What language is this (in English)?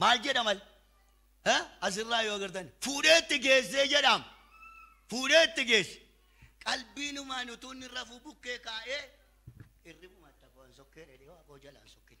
Oromo